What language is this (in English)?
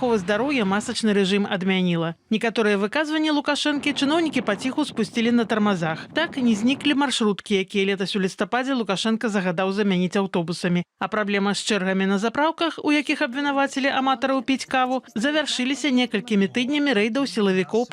Belarusian